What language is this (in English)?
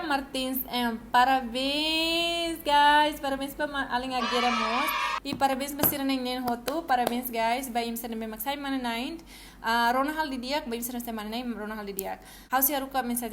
Tetum